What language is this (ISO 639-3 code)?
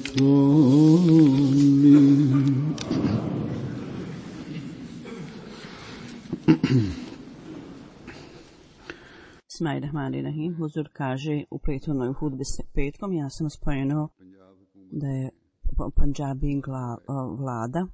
bos